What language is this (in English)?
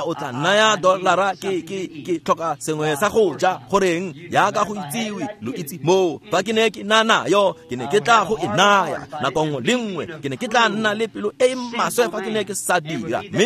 Tswana